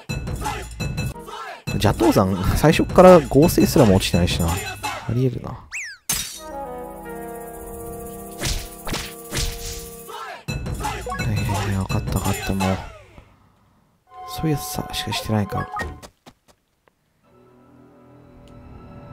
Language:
Japanese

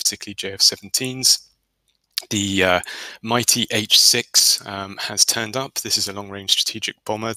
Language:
English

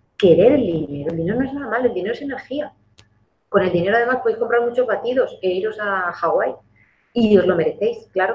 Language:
Spanish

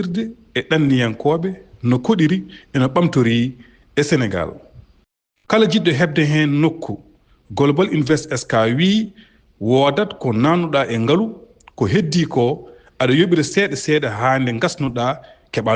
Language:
Fula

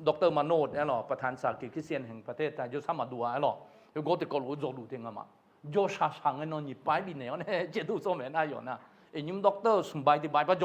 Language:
Akha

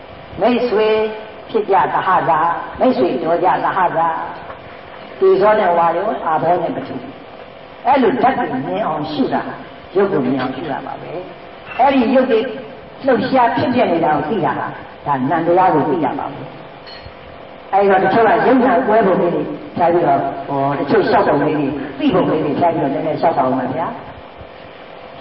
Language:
Burmese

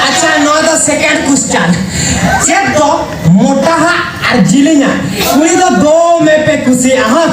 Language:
Santali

